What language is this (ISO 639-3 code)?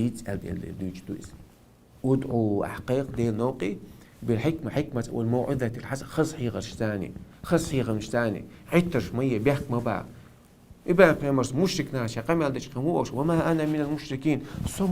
che